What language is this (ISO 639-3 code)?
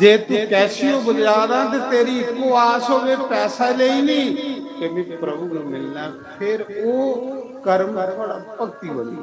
doi